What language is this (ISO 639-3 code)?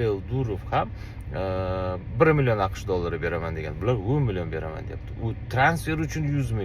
uzb